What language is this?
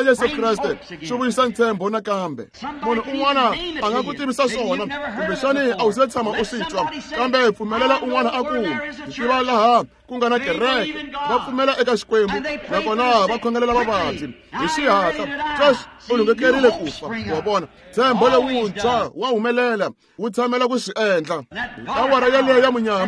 Tsonga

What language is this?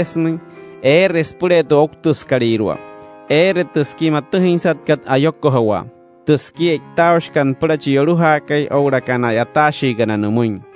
Wayuu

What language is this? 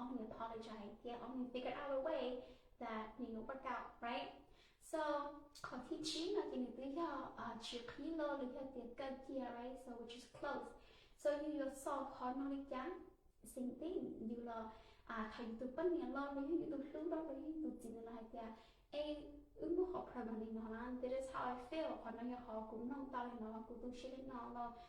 Hmong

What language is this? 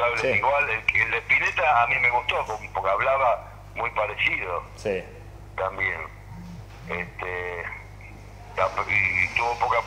Spanish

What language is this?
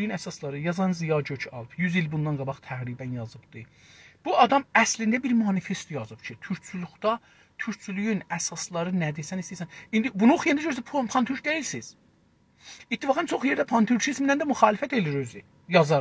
South Azerbaijani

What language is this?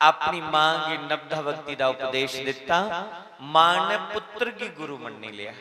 Dogri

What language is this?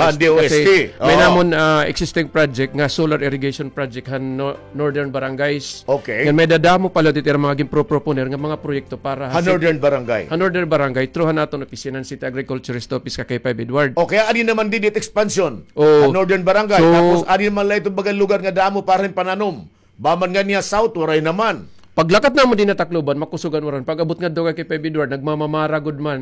Waray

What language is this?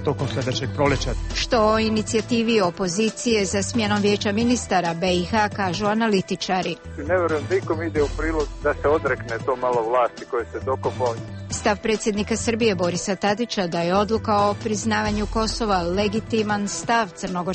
Bosnian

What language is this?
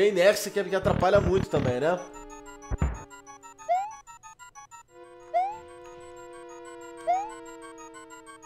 Portuguese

